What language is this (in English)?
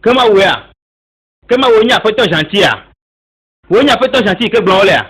Ewe